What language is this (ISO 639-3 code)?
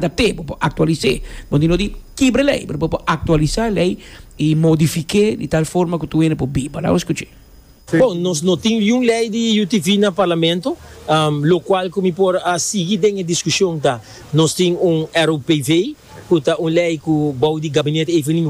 pap